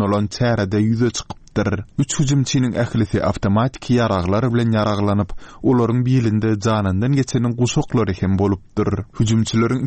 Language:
Turkmen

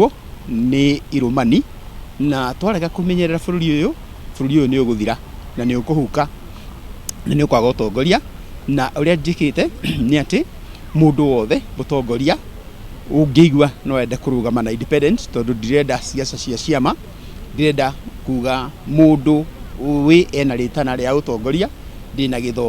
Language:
Kikuyu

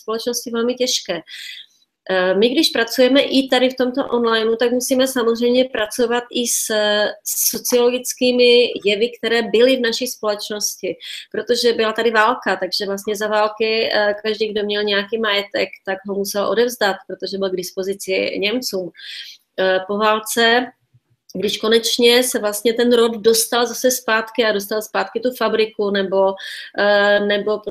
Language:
Czech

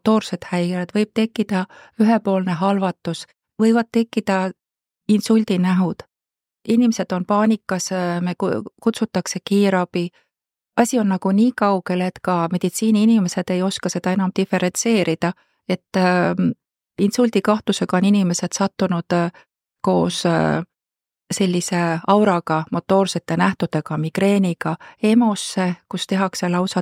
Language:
Estonian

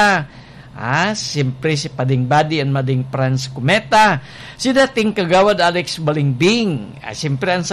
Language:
Bikol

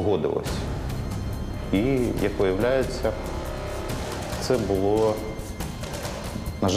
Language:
Ukrainian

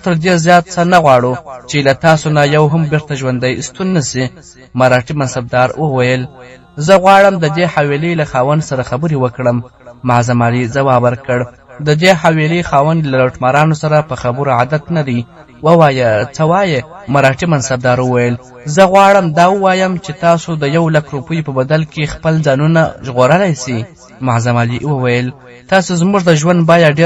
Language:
Pashto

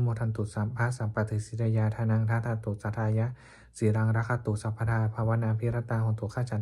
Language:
Pali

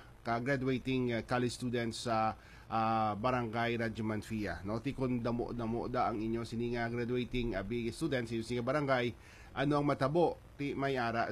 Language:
Hiligaynon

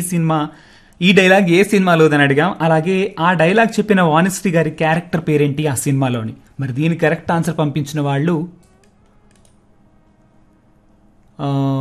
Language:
Telugu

